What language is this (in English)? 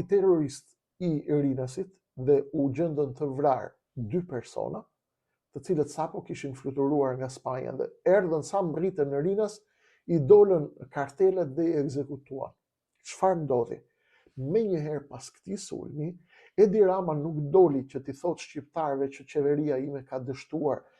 Albanian